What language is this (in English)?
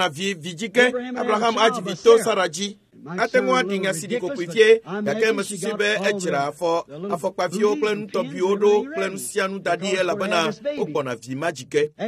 Ewe